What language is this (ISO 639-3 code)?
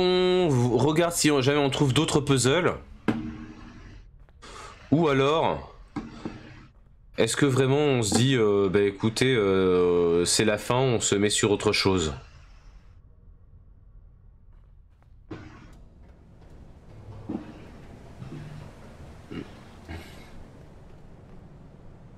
fra